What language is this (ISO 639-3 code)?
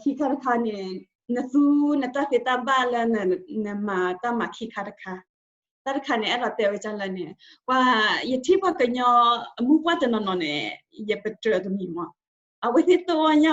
ksw